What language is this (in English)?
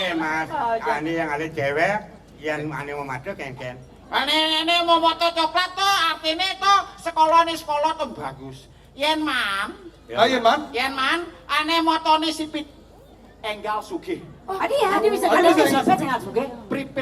Balinese